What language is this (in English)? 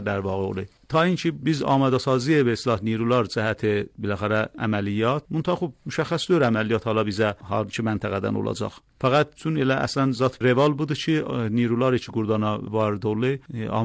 Azerbaijani